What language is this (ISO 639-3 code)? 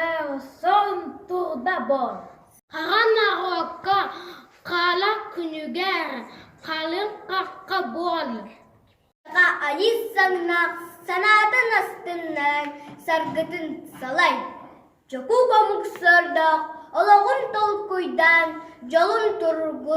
sah